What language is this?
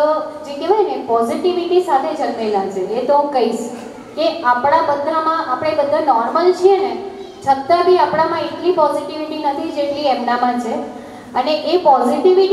Gujarati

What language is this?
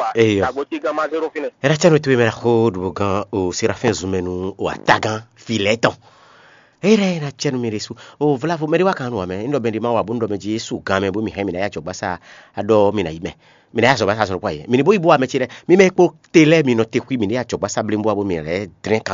Fon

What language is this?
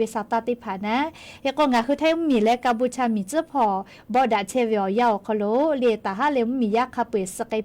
Lahu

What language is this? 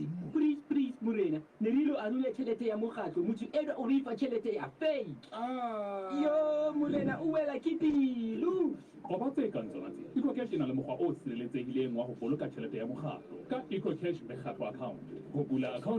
Southern Sotho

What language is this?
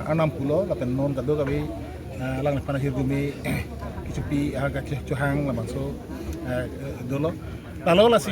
Karbi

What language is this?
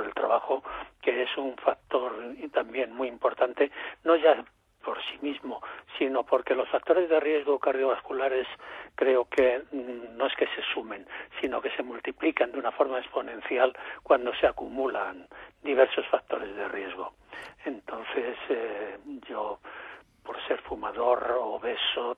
Spanish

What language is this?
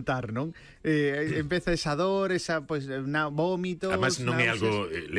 Galician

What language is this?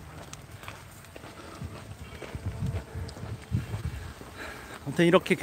Korean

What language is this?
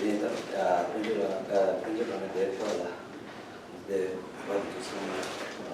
Tibetan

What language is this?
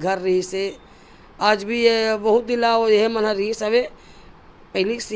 Chhattisgarhi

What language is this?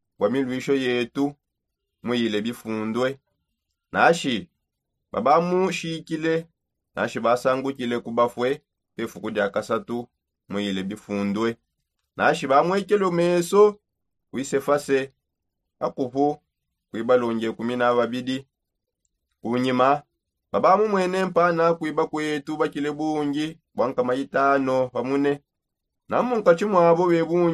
Songe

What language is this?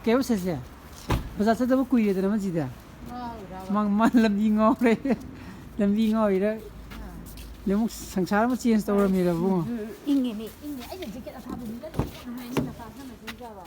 Manipuri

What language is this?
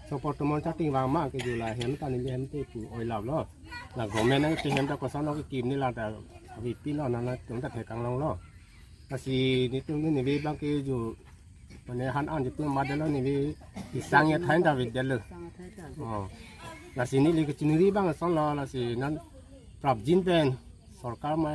Karbi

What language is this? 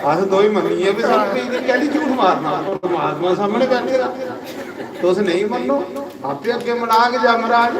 Dogri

